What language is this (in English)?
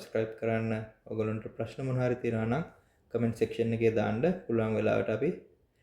Sinhala